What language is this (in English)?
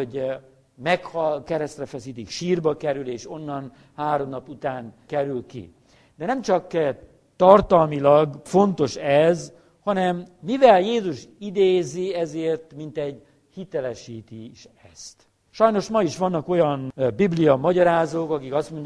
Hungarian